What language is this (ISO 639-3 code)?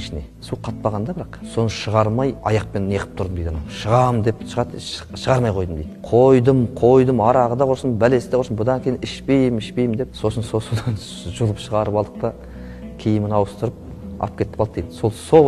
kaz